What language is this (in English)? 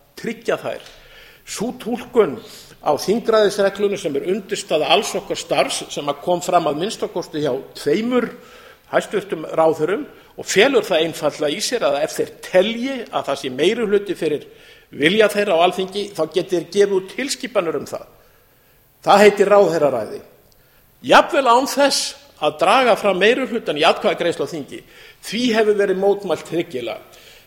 Icelandic